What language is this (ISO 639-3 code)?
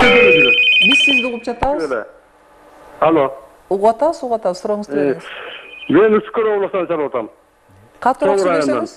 kir